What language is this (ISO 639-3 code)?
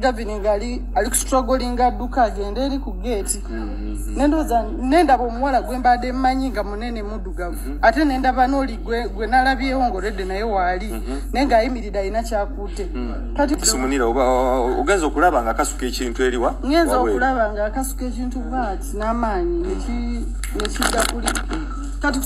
lug